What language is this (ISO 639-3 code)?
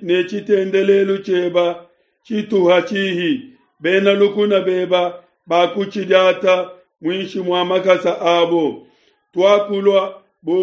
lua